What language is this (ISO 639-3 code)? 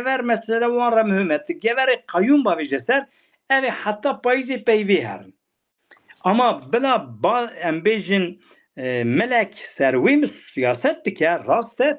kur